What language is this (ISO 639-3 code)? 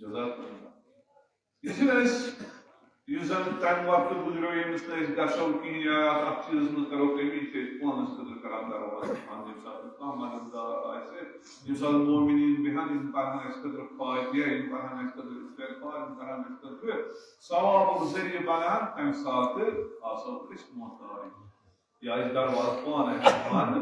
kas